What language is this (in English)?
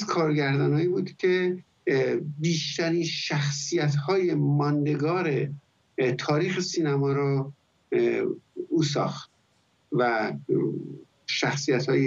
Persian